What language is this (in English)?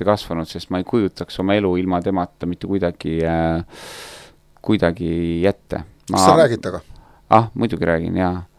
Estonian